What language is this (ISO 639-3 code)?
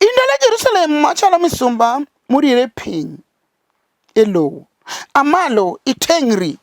luo